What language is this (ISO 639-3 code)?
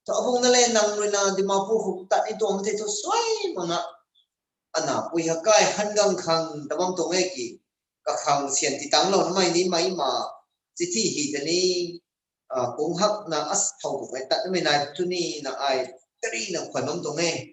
nbu